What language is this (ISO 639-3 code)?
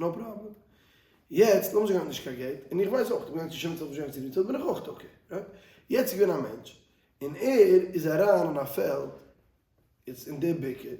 yid